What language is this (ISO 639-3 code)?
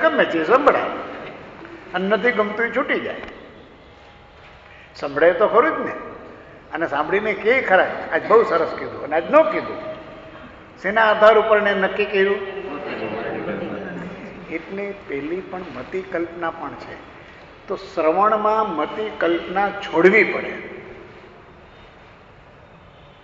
guj